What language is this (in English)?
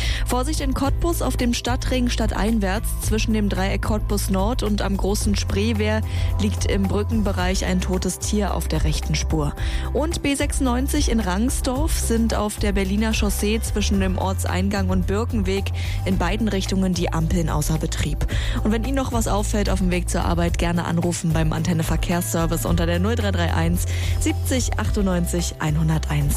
German